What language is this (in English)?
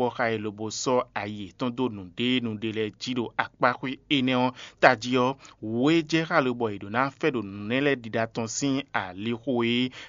Fon